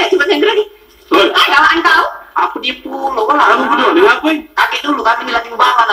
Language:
Musi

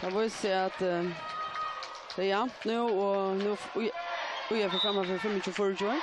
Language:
Faroese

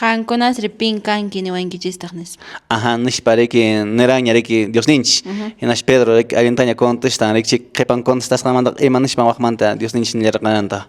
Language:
Quechua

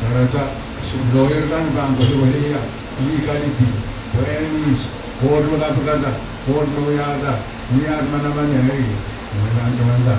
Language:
Pohnpeian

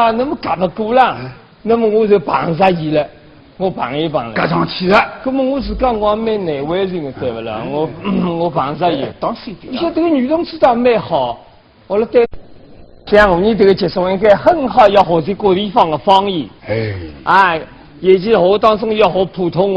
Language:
Wu Chinese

